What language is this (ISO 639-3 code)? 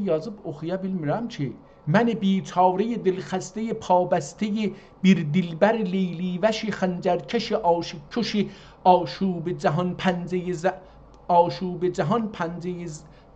azb